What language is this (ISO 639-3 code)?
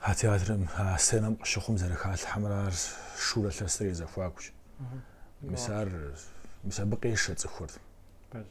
kbd